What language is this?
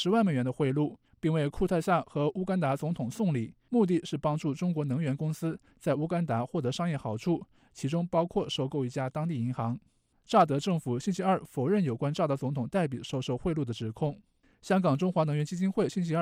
Chinese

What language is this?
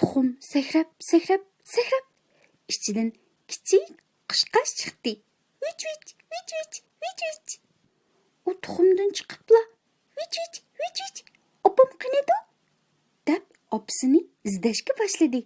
Uyghur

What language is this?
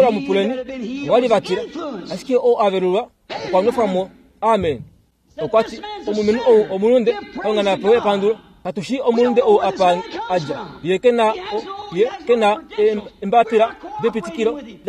Kuanyama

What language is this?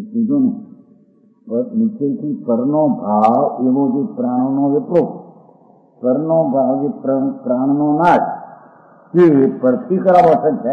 Gujarati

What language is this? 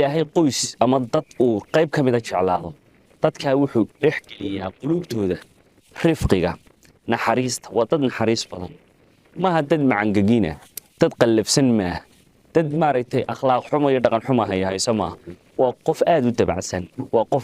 Somali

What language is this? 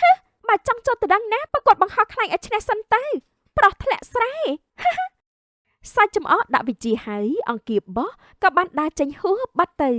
Khmer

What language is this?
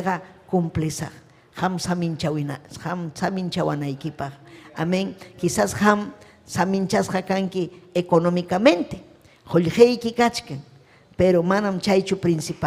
Ayacucho Quechua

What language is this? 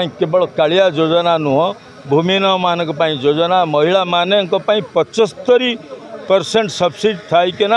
Odia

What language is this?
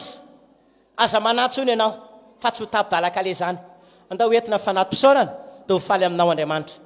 Malagasy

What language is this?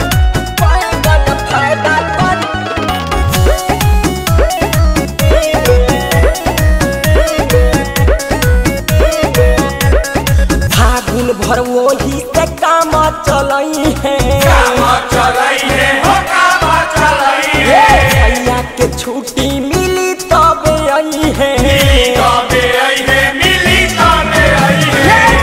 Bhojpuri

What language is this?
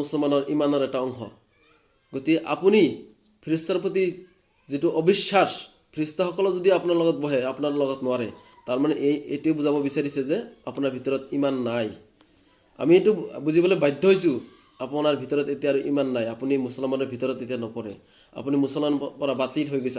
Assamese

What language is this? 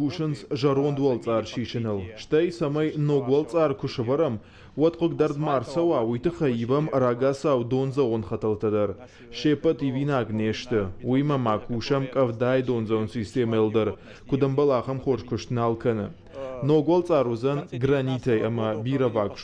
Ossetic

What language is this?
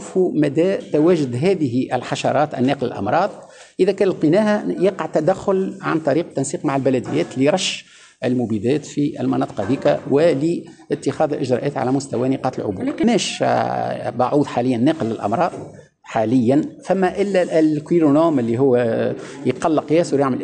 Tunisian Arabic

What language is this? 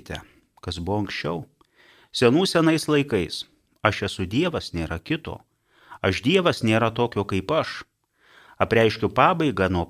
Lithuanian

